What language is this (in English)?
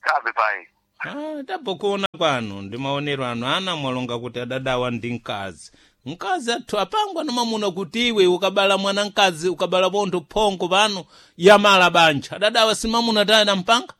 Sena